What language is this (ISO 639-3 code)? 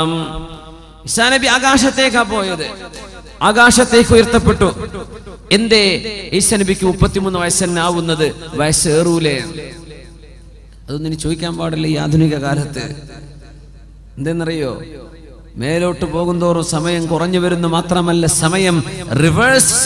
mal